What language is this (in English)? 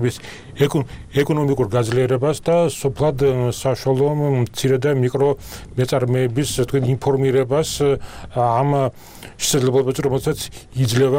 Georgian